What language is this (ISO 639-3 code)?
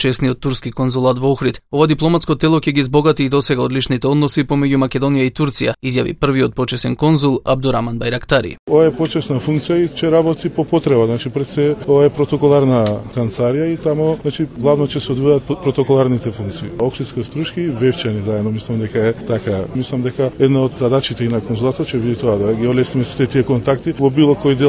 mkd